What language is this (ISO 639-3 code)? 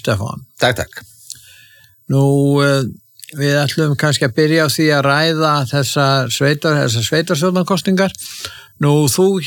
isl